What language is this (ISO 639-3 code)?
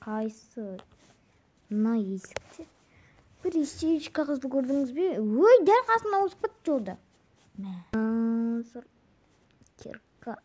kaz